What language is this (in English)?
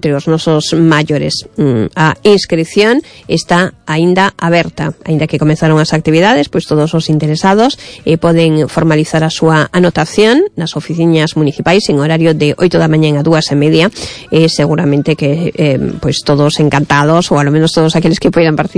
Galician